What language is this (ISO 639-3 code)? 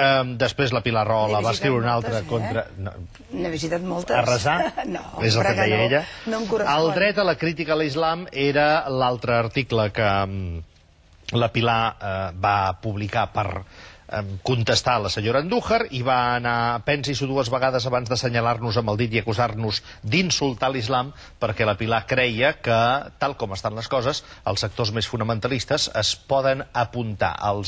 cat